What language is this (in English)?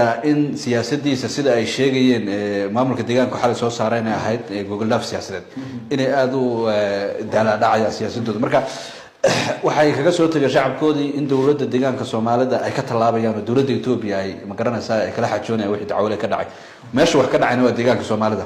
Somali